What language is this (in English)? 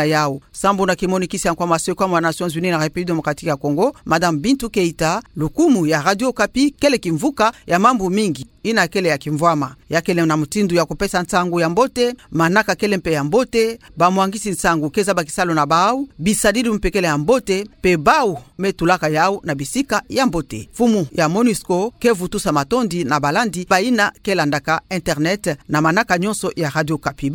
Kituba (Democratic Republic of Congo)